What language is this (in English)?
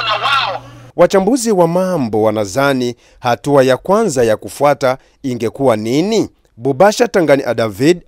Swahili